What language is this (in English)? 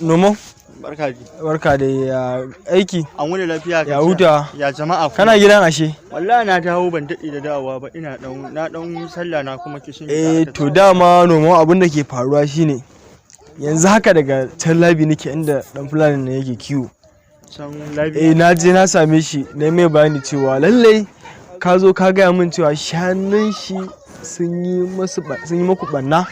Hausa